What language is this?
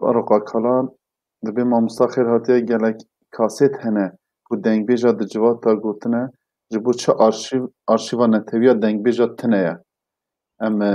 Kurdish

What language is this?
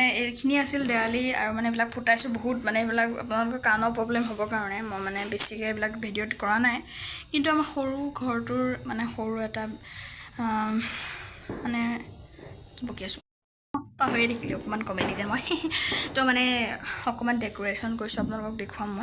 Assamese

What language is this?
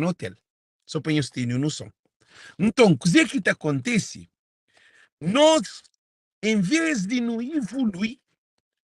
Kabuverdianu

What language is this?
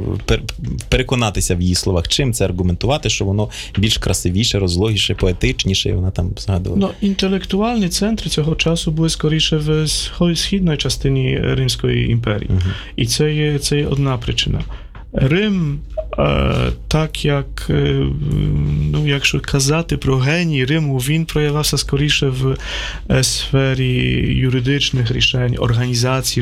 Ukrainian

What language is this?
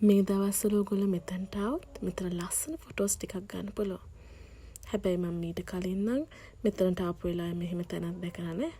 Sinhala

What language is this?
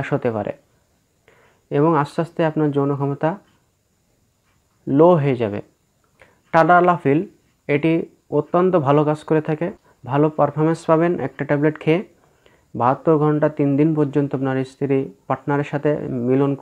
Bangla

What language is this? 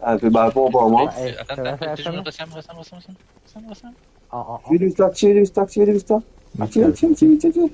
Morisyen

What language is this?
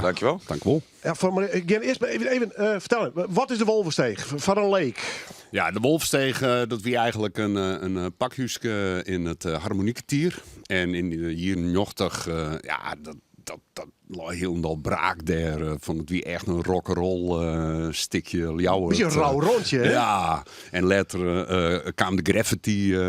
Western Frisian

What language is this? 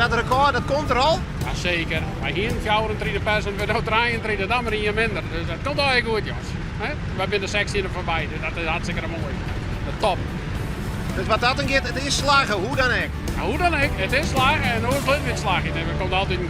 Western Frisian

